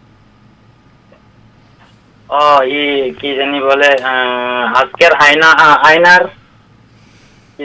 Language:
Bangla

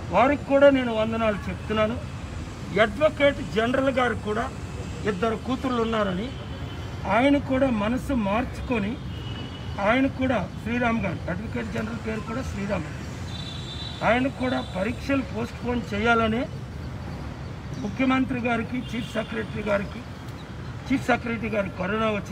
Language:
Telugu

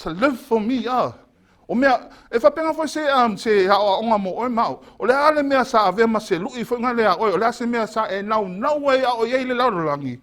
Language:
Samoan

